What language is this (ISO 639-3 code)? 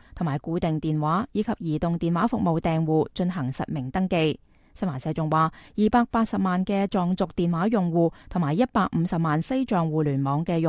yue